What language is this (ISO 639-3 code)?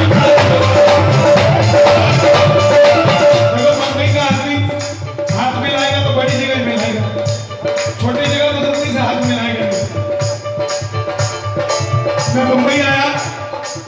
hin